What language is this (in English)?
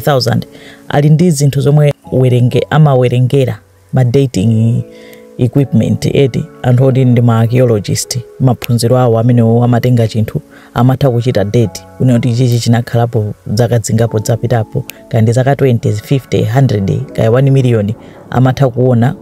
Nyanja